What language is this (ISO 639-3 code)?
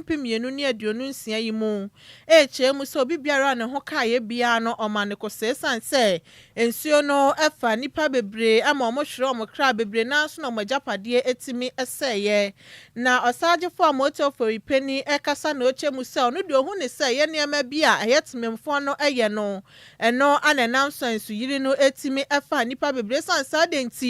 aka